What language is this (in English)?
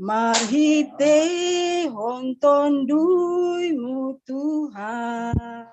Batak Simalungun